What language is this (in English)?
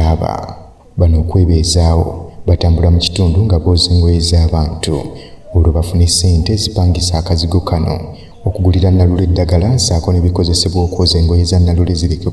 Ganda